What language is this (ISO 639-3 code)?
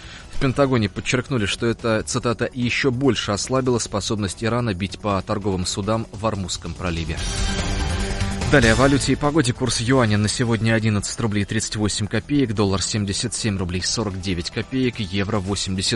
rus